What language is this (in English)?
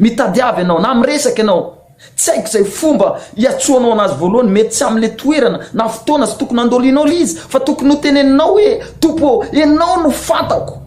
Malagasy